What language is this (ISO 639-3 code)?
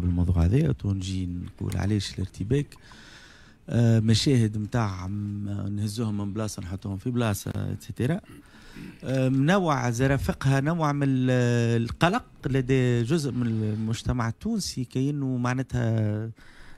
aeb